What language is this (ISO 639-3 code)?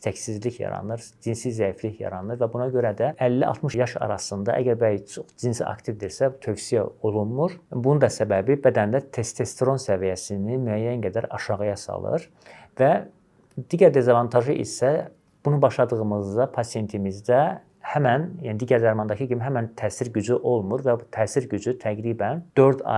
aze